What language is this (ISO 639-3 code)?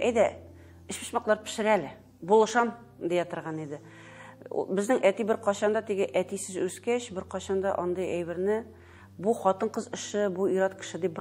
tat